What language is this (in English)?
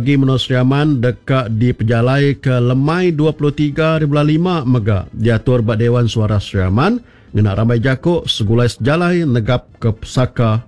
Iban